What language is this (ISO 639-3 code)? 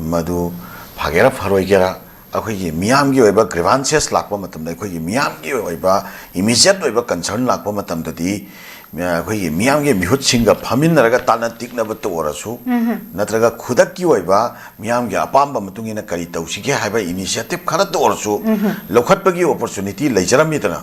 mni